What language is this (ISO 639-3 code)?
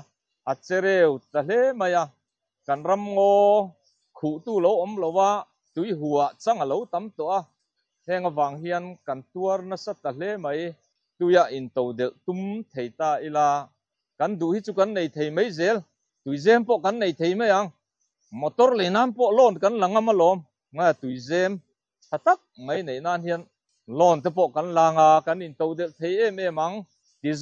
lus